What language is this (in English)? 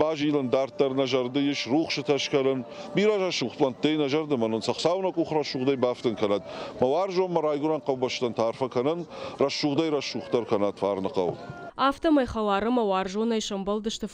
Ossetic